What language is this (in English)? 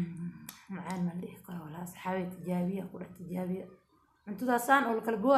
Somali